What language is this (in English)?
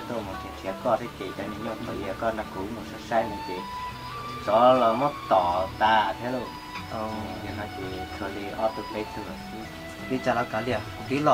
Hmong